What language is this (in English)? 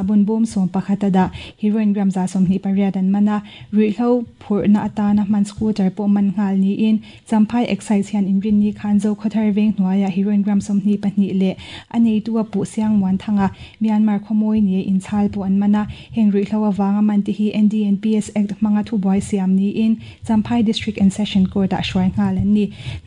Mizo